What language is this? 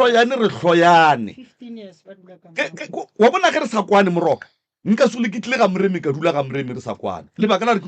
Northern Sotho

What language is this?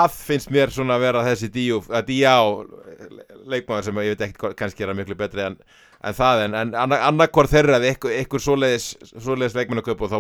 Icelandic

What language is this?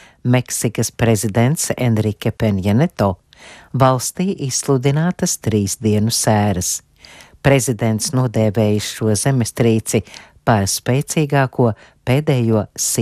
Latvian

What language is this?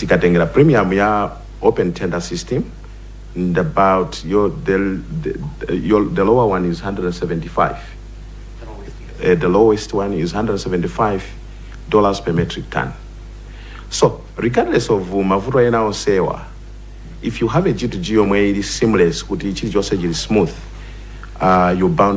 Nyanja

